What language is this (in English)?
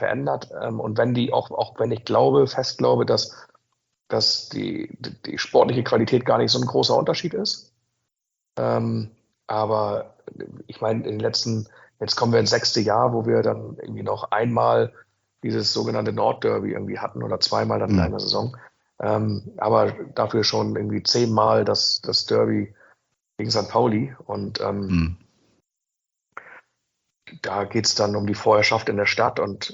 German